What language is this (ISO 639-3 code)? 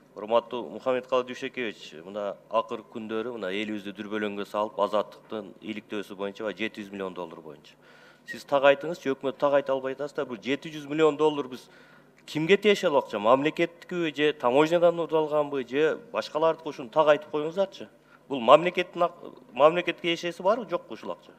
kir